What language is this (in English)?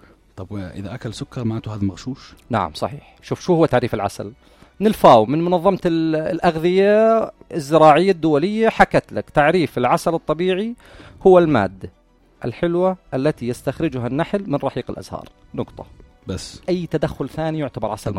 North Levantine Arabic